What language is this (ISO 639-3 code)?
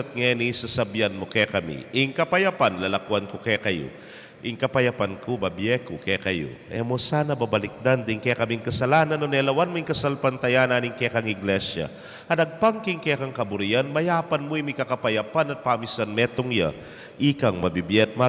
pam